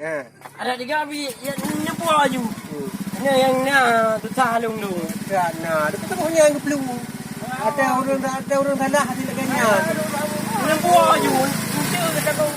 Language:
Achinese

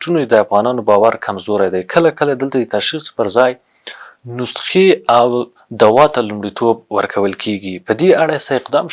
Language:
Pashto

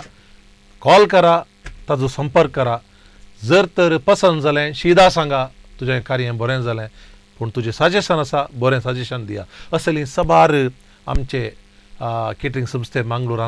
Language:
Konkani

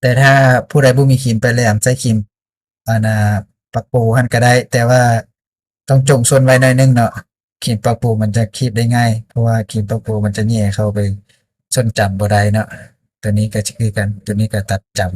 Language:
Lao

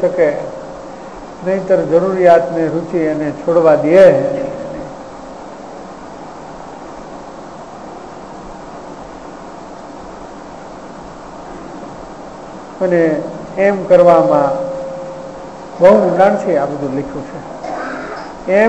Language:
Gujarati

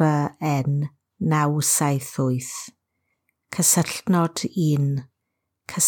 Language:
Welsh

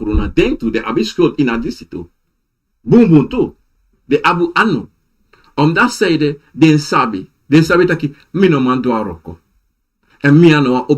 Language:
Sranan Tongo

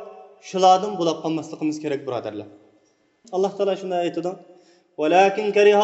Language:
Uyghur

